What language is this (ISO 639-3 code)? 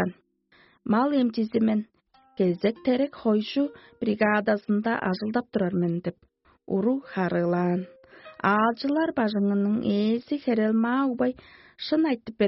tyv